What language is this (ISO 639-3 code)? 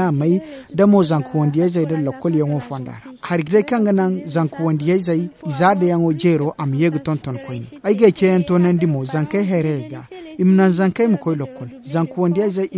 dje